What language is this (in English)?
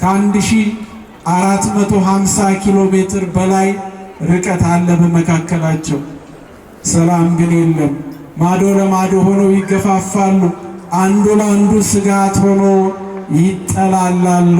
Amharic